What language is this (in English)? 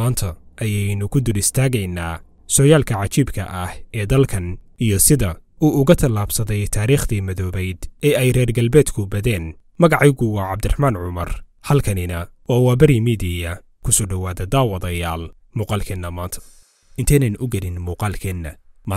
Somali